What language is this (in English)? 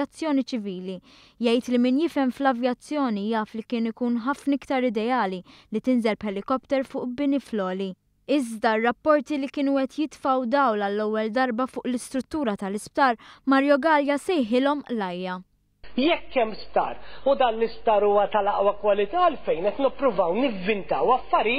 Maltese